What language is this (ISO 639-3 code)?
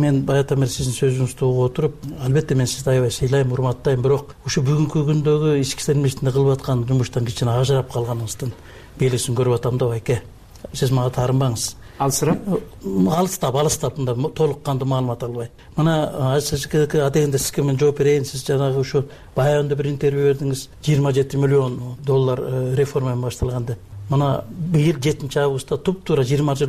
kir